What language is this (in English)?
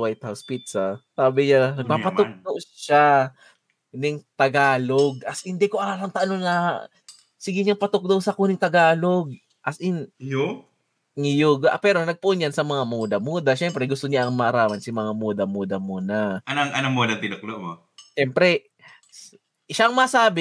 Bikol